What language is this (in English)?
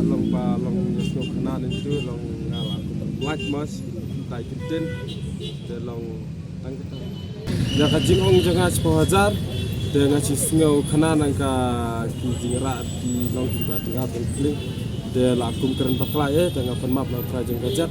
Khasi